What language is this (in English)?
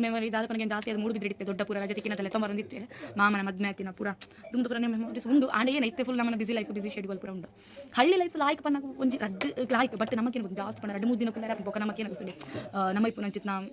Tulu